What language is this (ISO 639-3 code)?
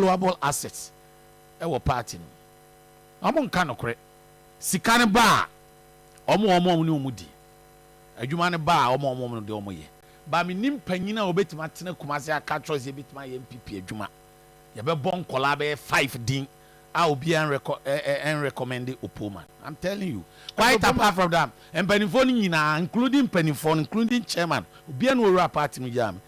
aka